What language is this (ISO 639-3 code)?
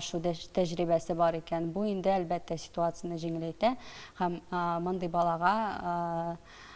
tat